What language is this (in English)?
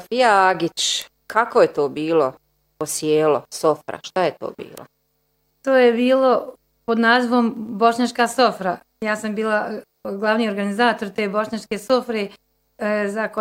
Bosnian